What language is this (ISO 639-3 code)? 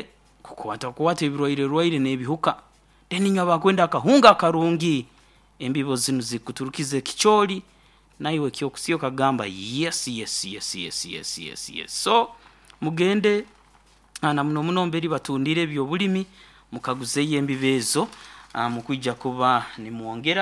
nyo